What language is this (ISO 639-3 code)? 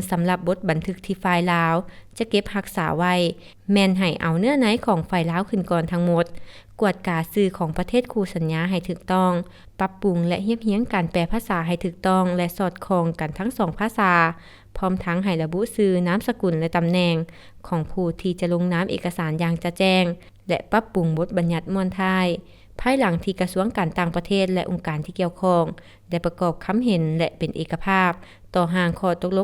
lao